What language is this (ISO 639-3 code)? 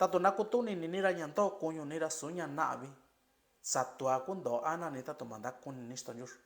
mix